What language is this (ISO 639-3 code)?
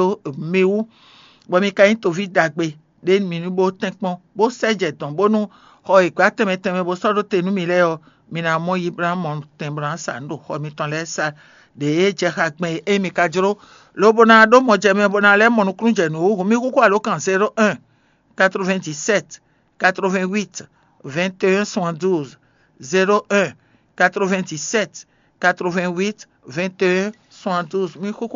fon